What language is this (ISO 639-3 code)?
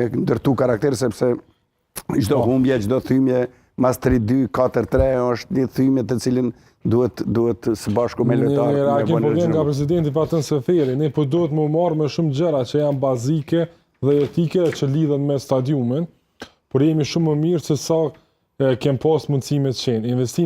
sqi